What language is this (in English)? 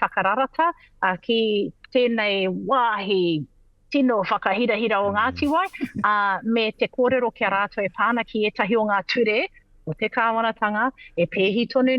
Māori